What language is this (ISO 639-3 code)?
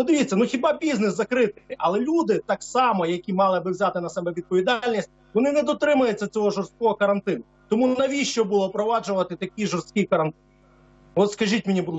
ukr